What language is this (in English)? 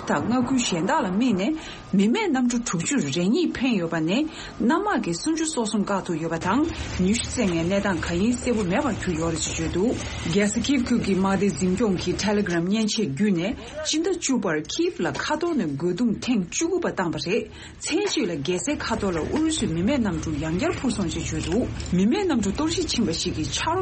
Tibetan